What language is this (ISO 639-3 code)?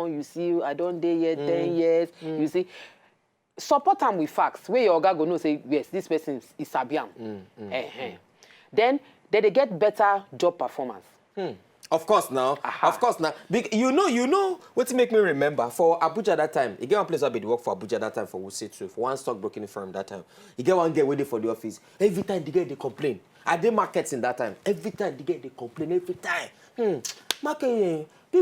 pcm